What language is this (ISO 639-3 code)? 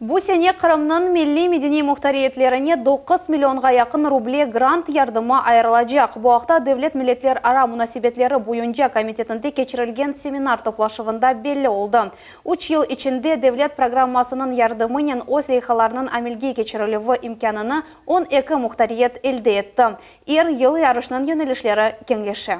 crh